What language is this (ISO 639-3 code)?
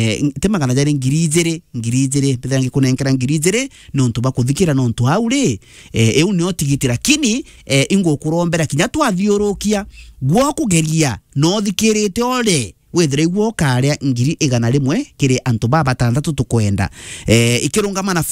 mer